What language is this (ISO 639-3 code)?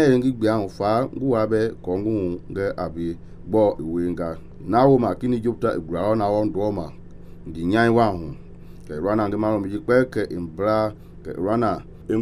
men